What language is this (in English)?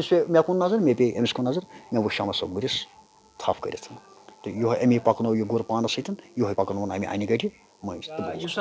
Kashmiri